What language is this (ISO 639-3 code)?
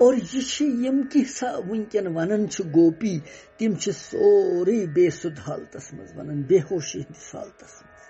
kas